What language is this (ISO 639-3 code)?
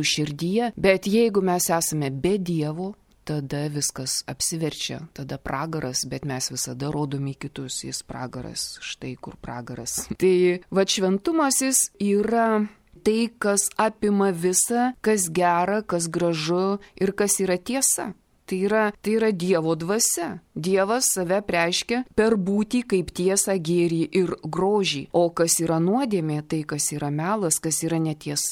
lit